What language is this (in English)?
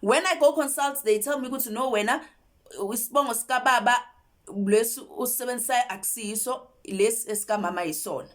Zulu